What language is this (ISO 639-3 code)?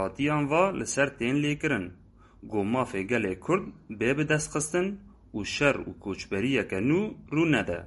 kur